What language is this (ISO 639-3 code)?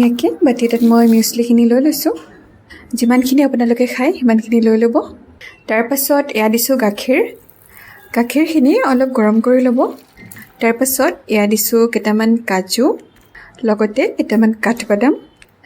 asm